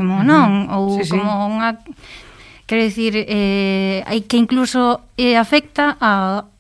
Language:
Galician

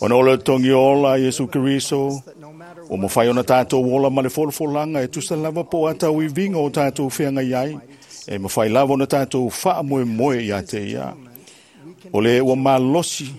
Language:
Samoan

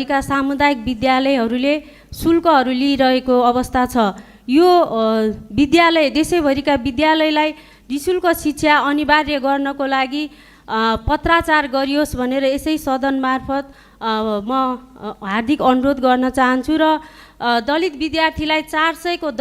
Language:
Nepali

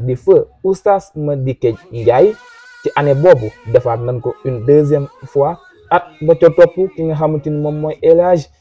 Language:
Wolof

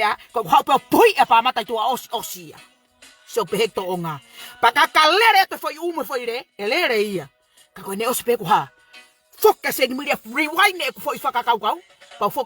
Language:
Tongan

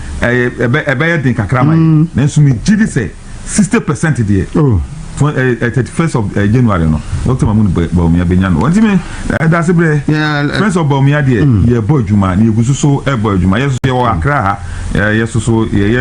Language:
Akan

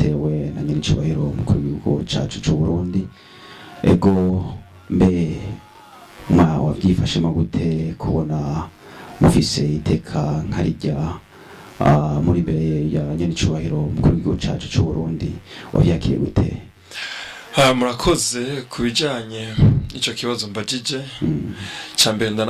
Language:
Rundi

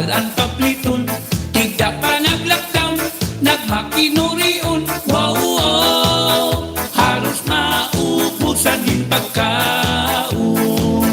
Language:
Waray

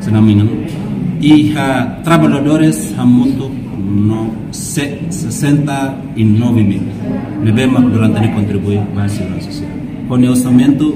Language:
Tetum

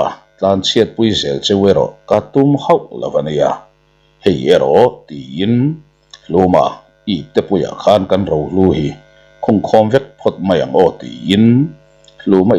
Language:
Mizo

